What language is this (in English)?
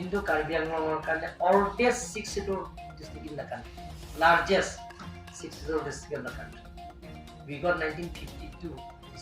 Karbi